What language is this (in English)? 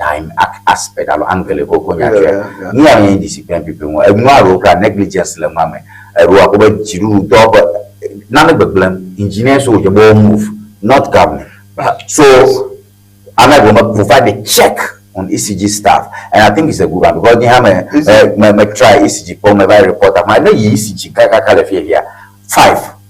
Ewe